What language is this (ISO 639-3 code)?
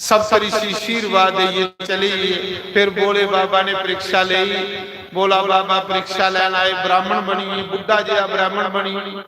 doi